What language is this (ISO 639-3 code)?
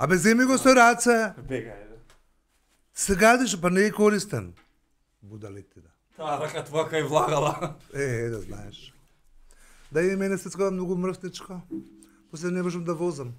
mkd